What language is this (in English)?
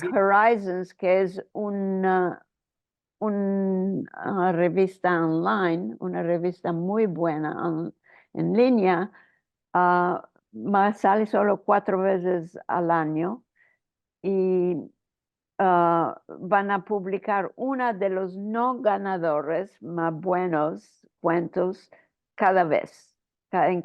Ladino